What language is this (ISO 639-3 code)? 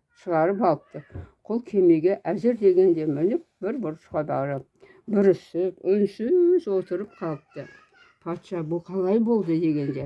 kaz